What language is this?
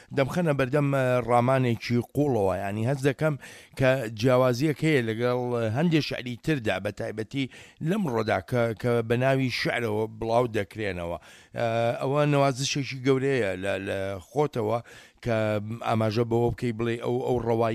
Central Kurdish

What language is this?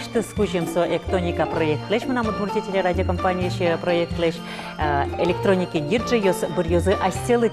Udmurt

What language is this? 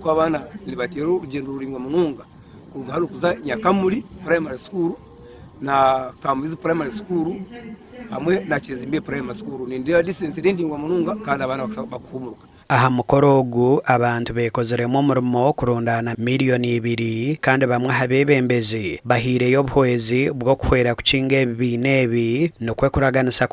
Nyankole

